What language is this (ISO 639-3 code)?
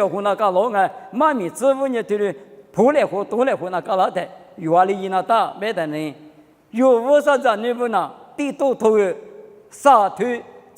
lis